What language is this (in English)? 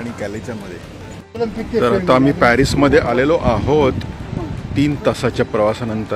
Marathi